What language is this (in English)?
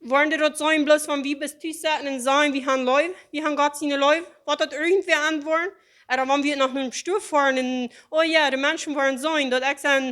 Plautdietsch